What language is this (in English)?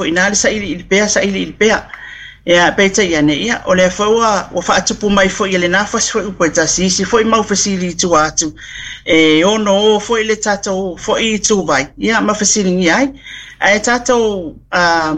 Samoan